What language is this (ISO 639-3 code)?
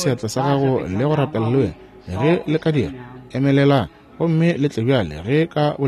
nso